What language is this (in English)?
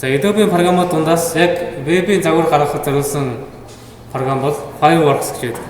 Mongolian